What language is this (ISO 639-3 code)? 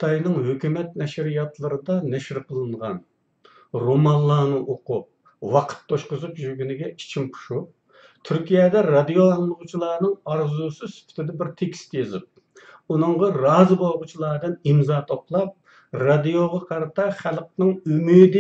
uig